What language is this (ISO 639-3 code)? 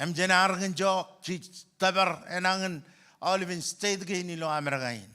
mah